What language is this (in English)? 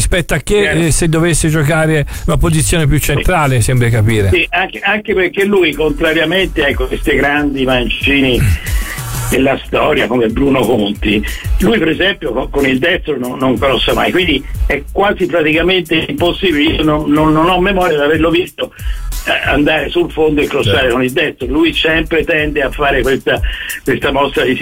Italian